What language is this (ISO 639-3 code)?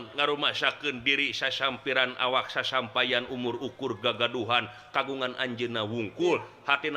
sun